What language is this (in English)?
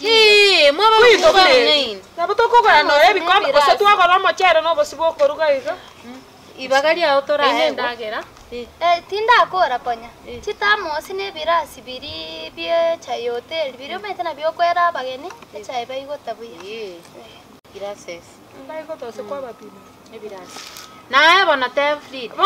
Gusii